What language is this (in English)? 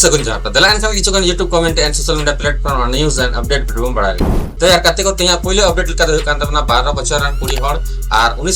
Santali